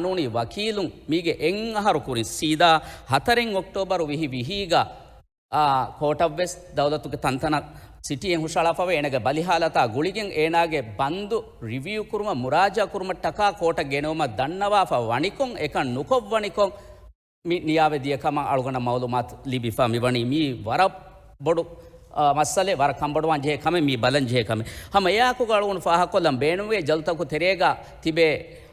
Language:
Divehi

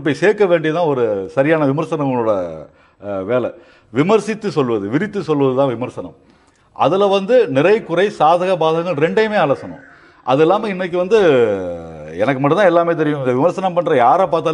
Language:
Tamil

